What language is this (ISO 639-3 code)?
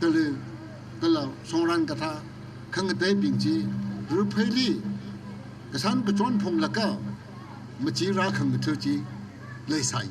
nmf